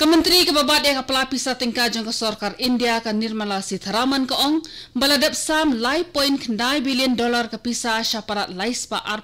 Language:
Khasi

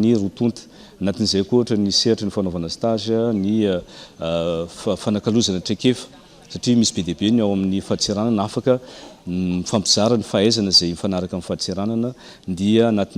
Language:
Malagasy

